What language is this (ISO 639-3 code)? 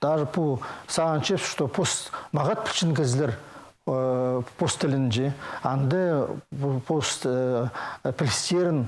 kjh